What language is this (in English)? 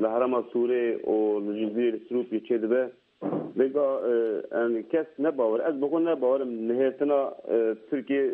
Kurdish